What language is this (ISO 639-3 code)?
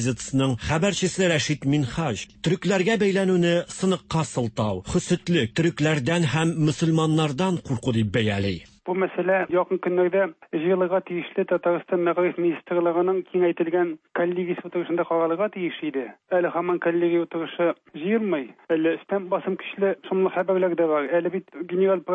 tat